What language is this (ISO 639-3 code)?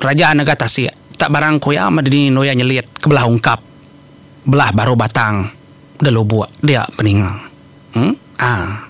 iba